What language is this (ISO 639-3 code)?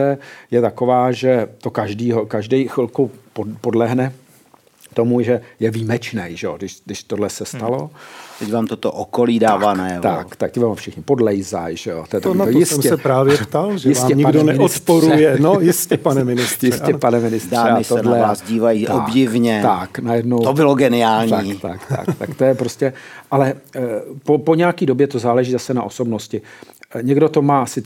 ces